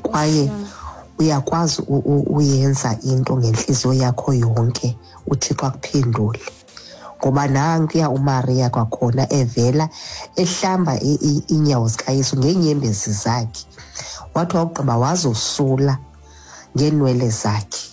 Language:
Xhosa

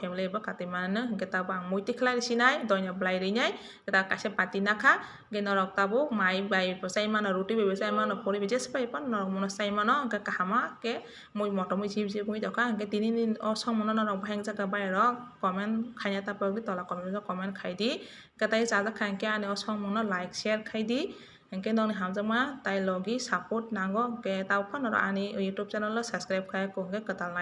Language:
Kok Borok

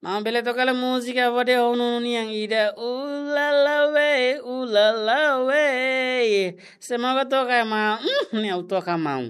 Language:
Tetum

